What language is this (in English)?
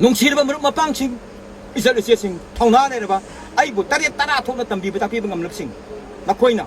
Manipuri